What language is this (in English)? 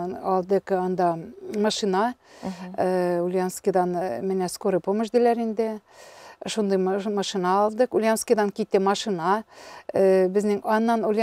Tatar